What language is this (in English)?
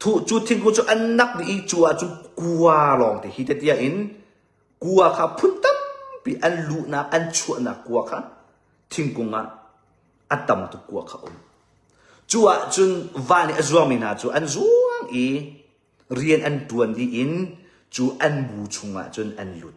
Hakha Chin